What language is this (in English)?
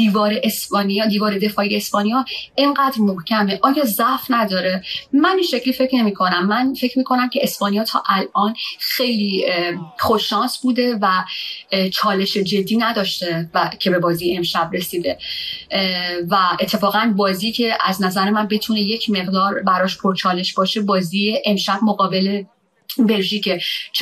Persian